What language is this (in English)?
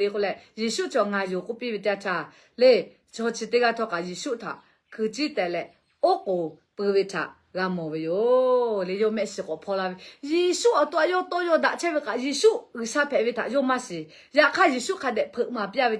Lahu